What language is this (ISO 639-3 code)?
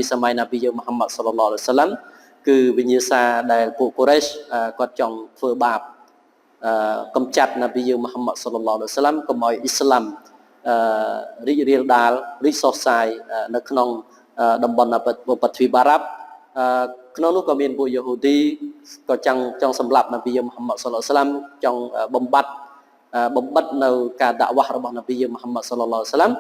khm